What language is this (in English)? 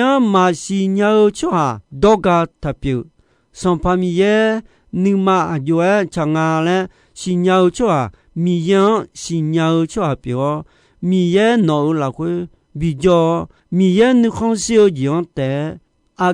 Akha